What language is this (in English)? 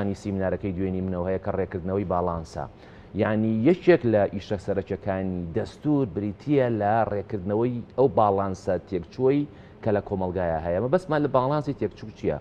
Central Kurdish